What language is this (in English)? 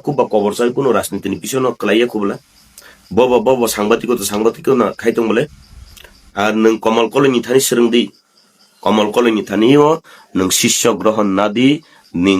Kok Borok